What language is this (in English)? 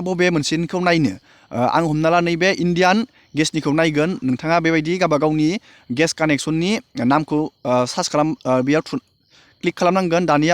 Bodo